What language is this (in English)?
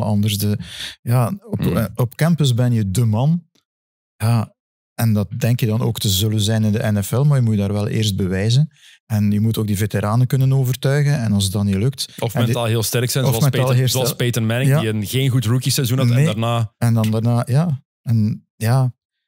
Dutch